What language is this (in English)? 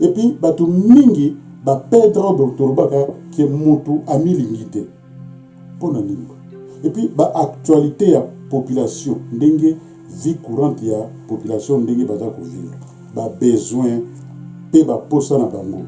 Lingala